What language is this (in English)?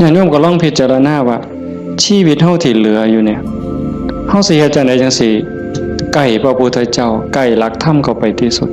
Northeastern Thai